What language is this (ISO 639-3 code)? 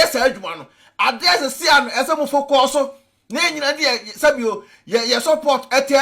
aka